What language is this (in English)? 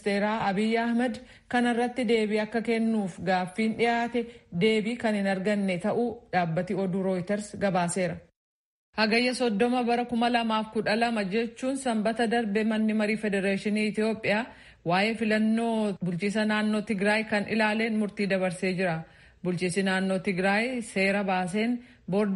Oromo